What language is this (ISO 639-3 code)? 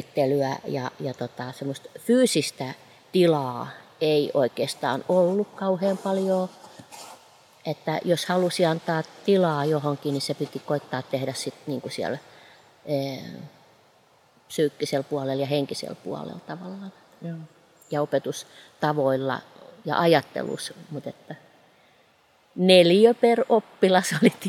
fin